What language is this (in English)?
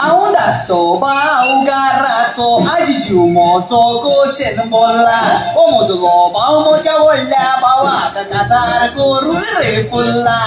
Konkani